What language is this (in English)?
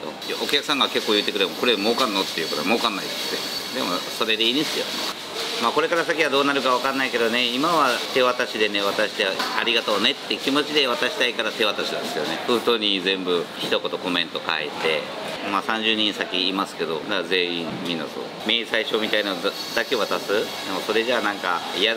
Japanese